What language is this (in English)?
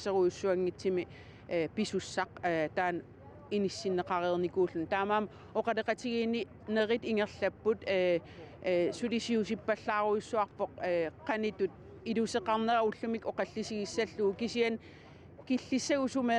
Kalaallisut